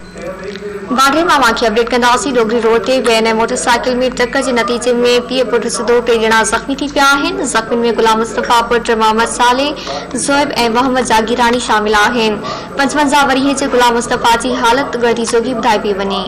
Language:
Sindhi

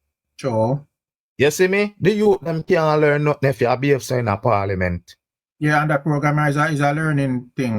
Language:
Jamaican Creole English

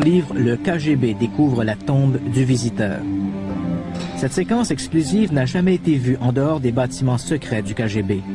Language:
French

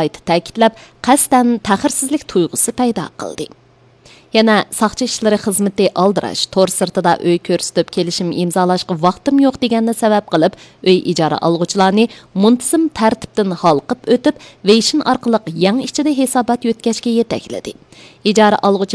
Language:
Uyghur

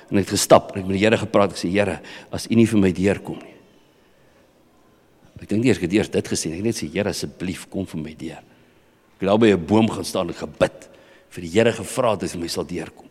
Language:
Afrikaans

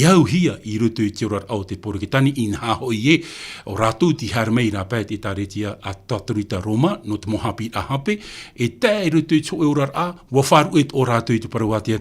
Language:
Tahitian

